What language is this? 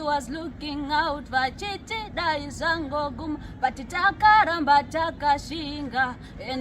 Shona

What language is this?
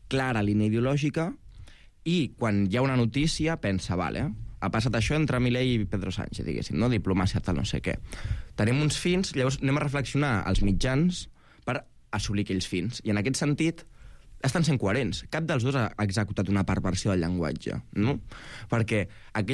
Catalan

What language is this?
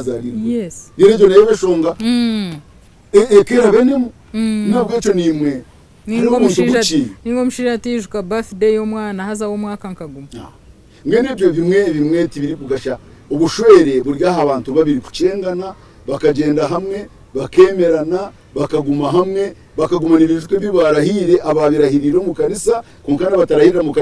Nyankole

